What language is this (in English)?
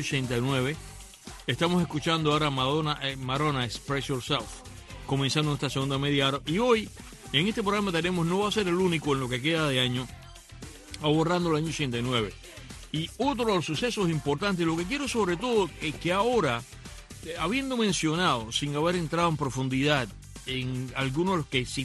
Spanish